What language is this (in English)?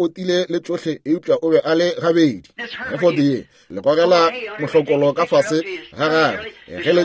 Northern Sotho